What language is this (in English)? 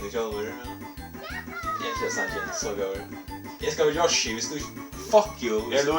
Faroese